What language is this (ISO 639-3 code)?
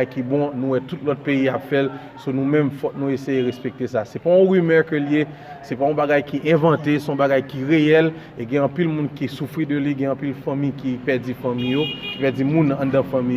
hat